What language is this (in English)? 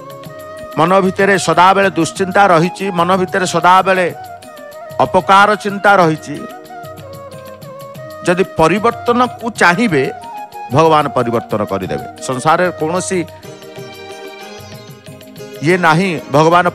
Odia